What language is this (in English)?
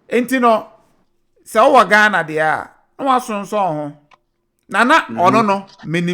Akan